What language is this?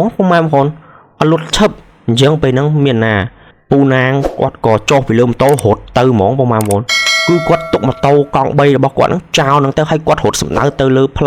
Khmer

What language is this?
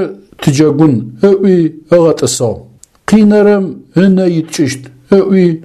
Adyghe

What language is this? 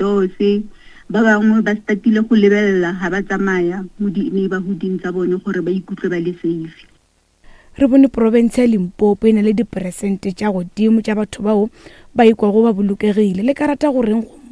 Northern Sotho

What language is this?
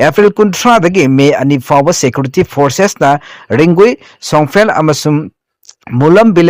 Manipuri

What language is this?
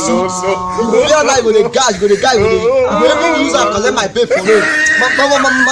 Nigerian Pidgin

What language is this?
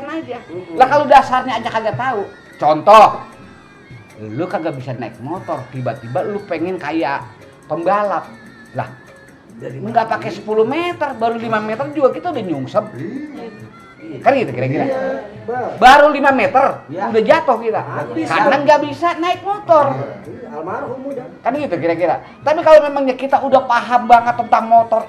Betawi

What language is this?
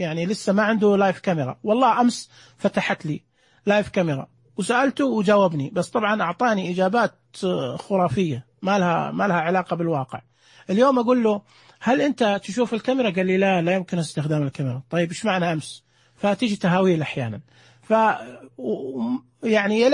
Najdi Arabic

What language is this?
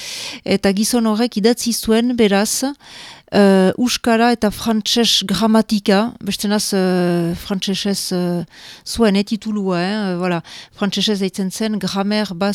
Basque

